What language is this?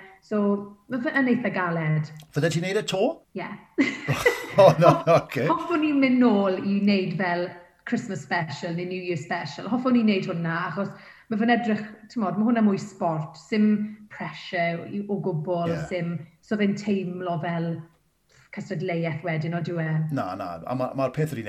Welsh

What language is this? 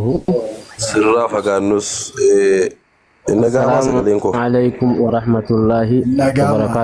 Oromo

